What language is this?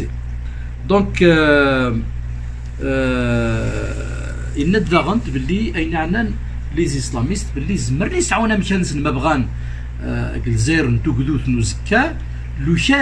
Kabyle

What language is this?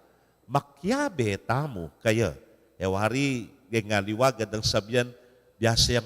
Pampanga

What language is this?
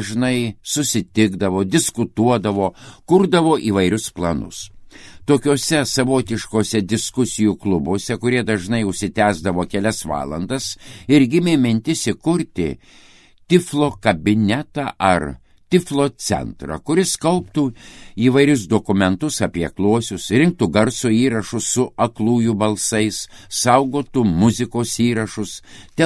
Lithuanian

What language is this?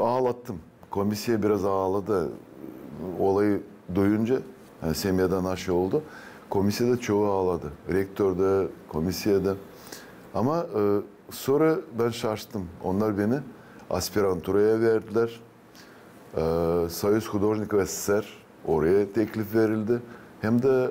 Gagauz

